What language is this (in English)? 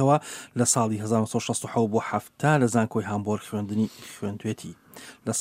Central Kurdish